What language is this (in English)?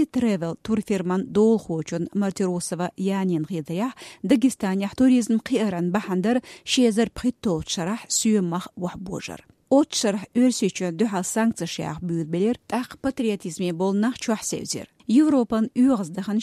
Chechen